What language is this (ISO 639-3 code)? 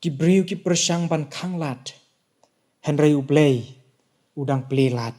kha